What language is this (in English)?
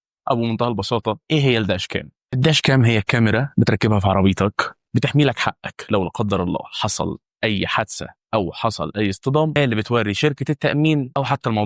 Egyptian Arabic